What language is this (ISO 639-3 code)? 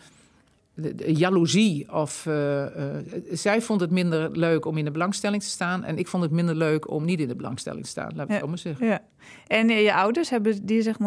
nld